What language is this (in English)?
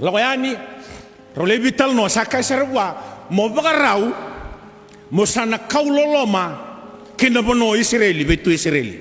Fijian